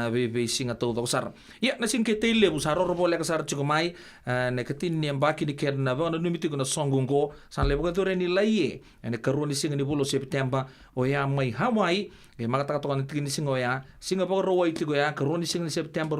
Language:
Fijian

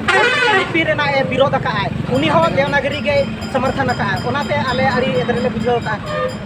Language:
Santali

